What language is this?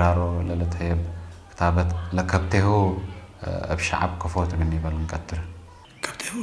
Tigre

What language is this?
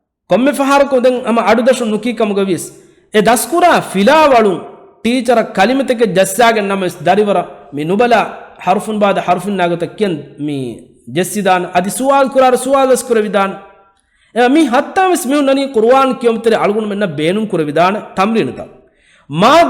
Divehi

